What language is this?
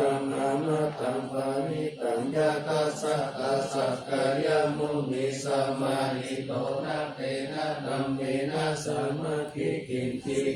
Pali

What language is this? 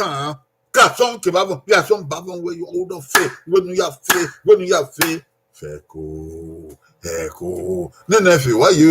Bini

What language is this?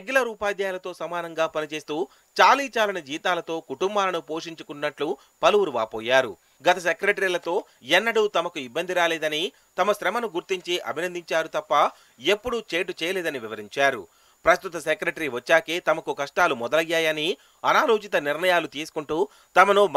Telugu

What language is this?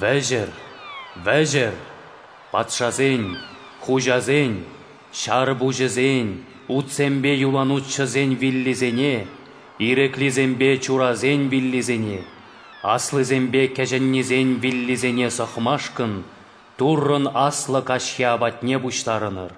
Chuvash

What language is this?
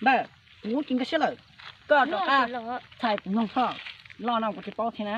Hmong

